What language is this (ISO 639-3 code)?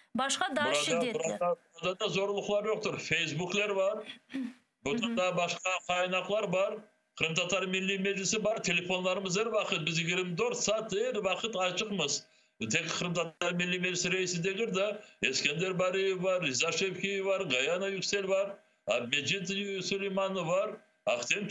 crh